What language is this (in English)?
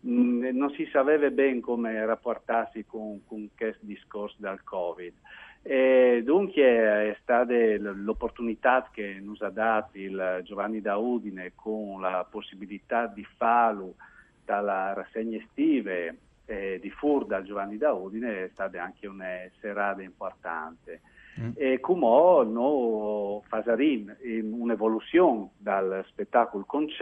Friulian